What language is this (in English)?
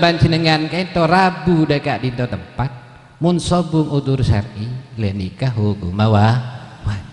Madurese